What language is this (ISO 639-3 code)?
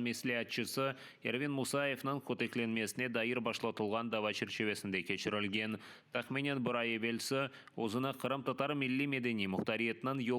crh